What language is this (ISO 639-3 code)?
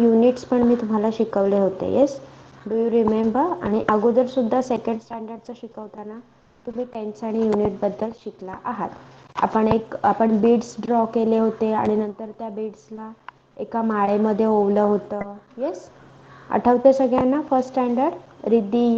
mar